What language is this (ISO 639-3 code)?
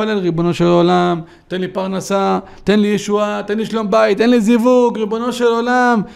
heb